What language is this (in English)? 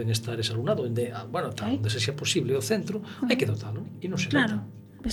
Galician